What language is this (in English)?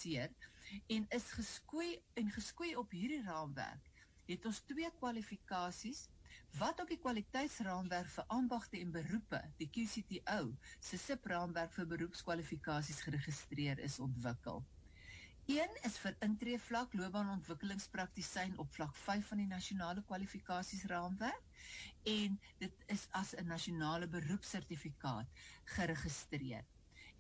Afrikaans